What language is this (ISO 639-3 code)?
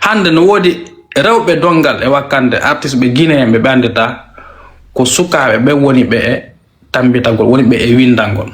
ful